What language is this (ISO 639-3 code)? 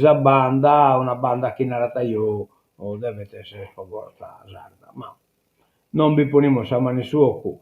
srd